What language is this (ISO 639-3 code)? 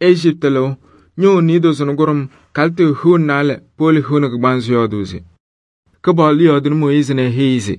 kbp